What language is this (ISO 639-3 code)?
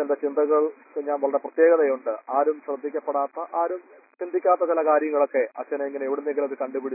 mal